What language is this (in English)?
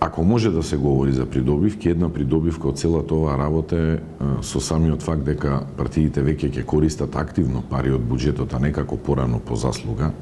Macedonian